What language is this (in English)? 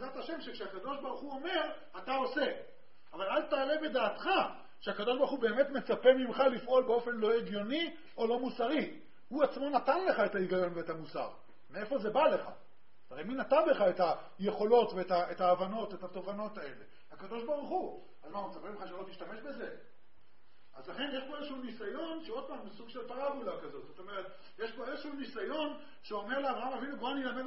Hebrew